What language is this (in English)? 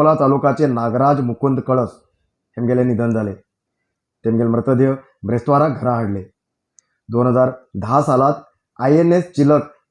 Konkani